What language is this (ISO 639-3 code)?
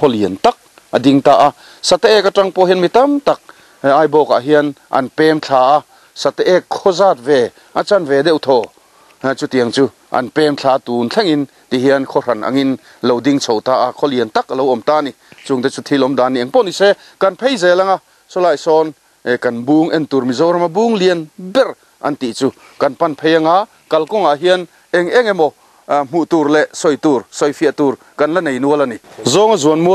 lus